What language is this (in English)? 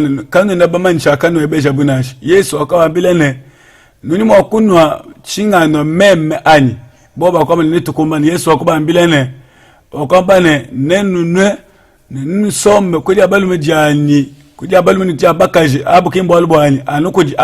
Luba-Lulua